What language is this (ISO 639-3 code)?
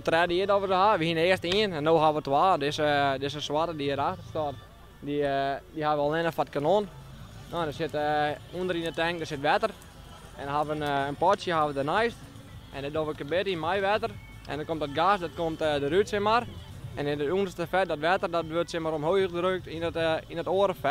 fry